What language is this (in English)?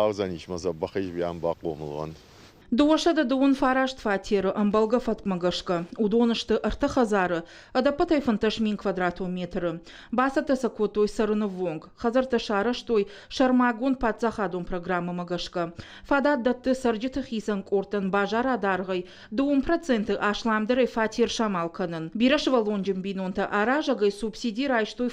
Ossetic